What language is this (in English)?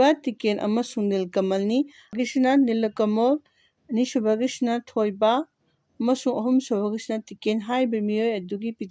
Manipuri